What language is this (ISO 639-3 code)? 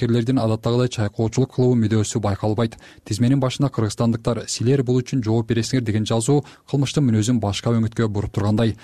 kir